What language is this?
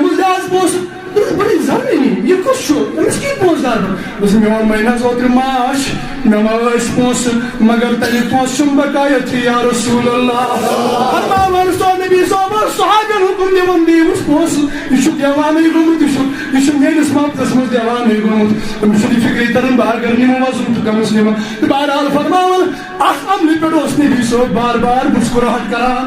Kashmiri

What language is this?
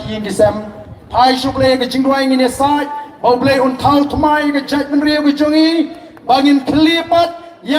Khasi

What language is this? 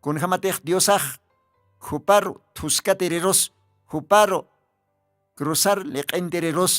Aymara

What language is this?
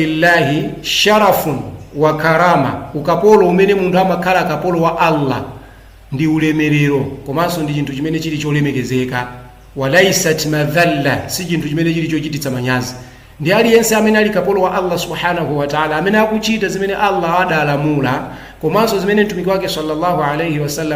Nyanja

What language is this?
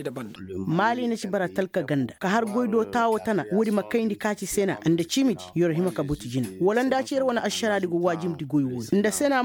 Koyraboro Senni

